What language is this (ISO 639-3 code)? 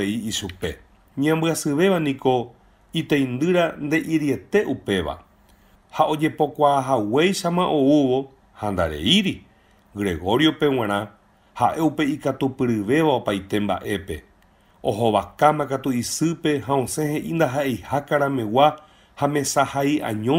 grn